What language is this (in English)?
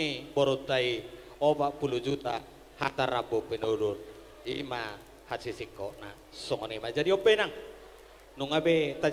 Batak Toba